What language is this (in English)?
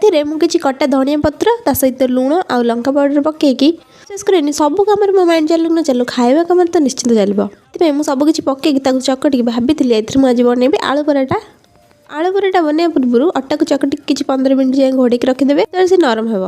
Odia